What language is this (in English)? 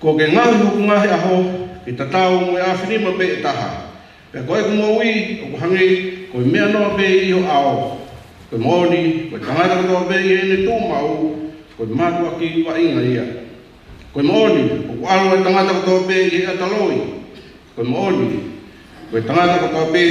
Tongan